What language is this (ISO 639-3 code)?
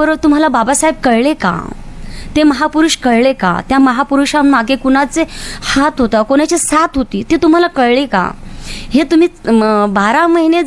mar